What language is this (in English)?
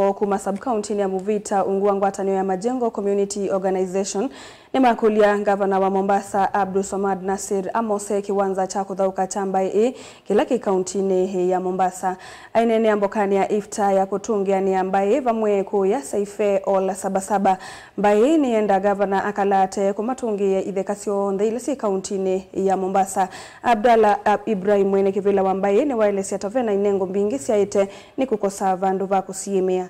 Kamba